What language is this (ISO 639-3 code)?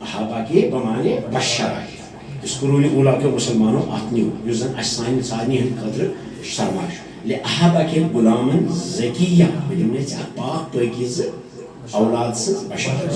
kas